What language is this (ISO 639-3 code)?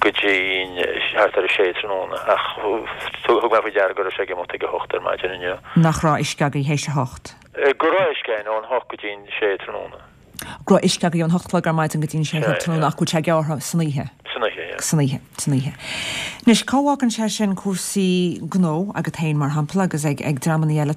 gle